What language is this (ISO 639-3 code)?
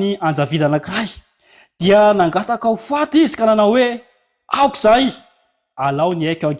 mlg